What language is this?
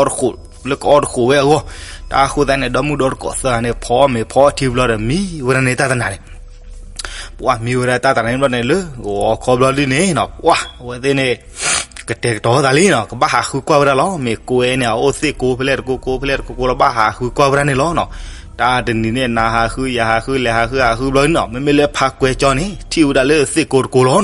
S'gaw Karen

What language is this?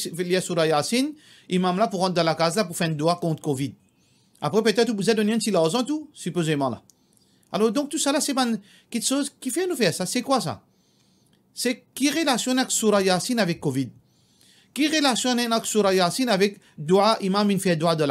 Morisyen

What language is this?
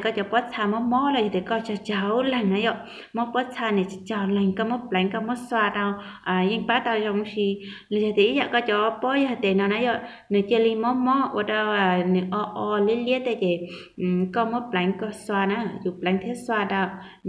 Hmong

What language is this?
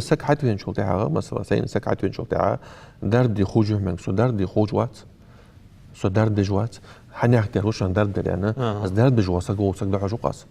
Ingush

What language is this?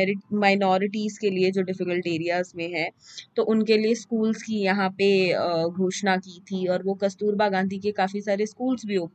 Hindi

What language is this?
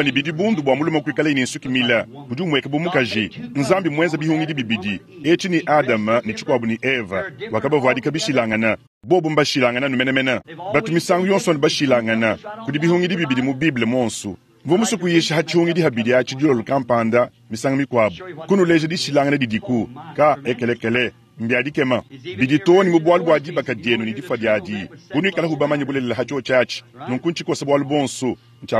Luba-Lulua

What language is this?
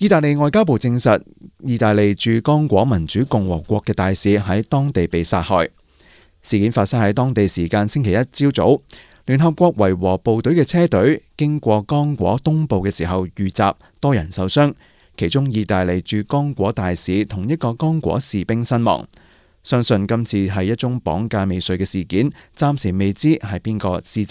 Cantonese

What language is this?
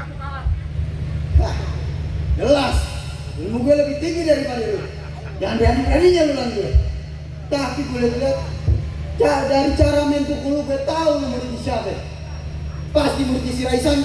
Betawi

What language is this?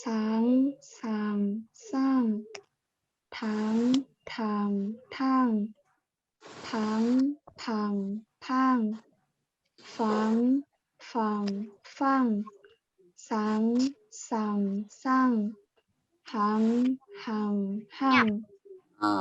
Shan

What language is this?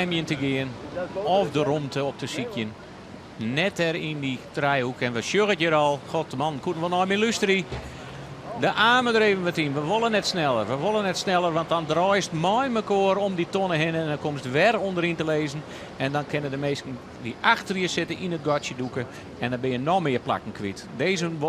Western Frisian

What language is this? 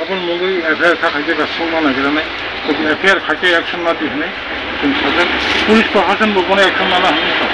Kok Borok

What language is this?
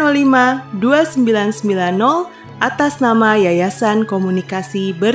Nias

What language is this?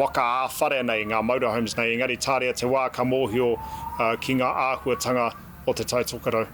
Māori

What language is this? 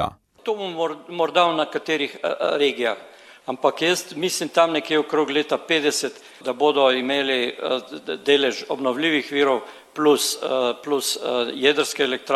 Slovenian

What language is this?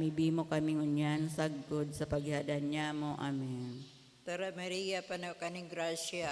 Bikol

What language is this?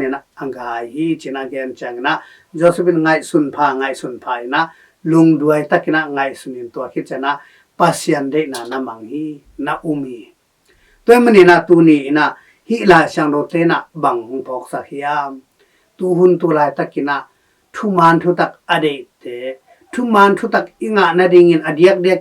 Tedim Chin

